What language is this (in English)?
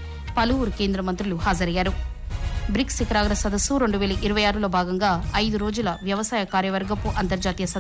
Telugu